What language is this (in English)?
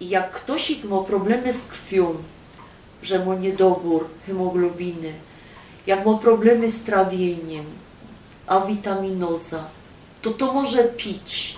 Silesian